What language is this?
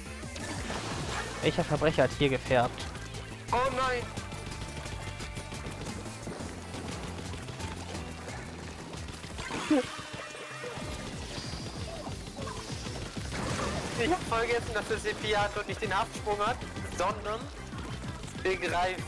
German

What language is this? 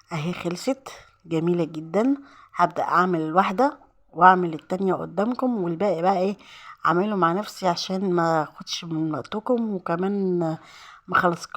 Egyptian Arabic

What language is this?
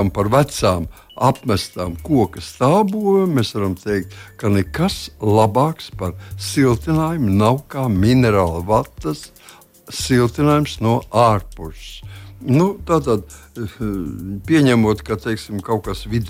Latvian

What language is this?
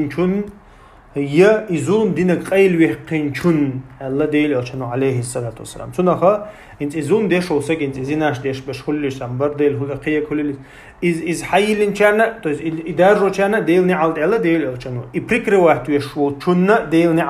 Chechen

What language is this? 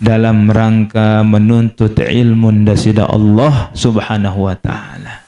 Sasak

